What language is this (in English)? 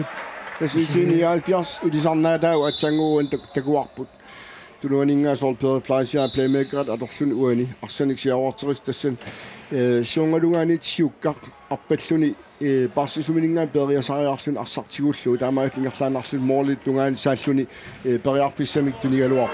Kalaallisut